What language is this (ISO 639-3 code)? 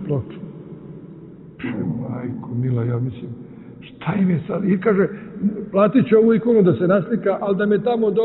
srp